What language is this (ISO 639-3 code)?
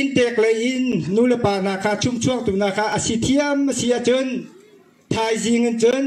cnh